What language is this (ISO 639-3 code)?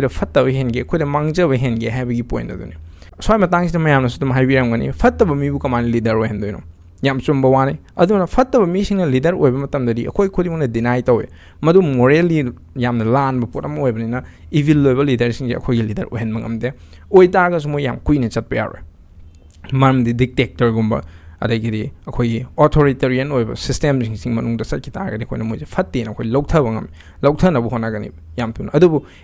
mni